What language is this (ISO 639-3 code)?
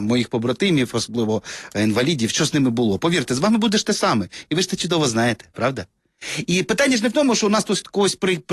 ukr